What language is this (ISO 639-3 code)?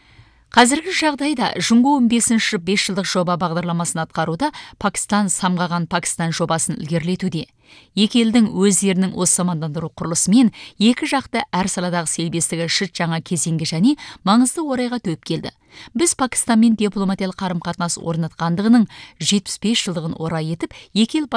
kaz